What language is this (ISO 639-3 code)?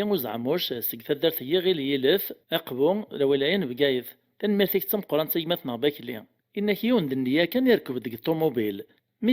kab